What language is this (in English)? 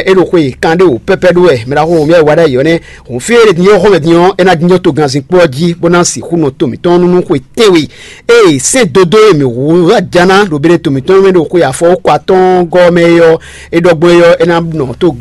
Fon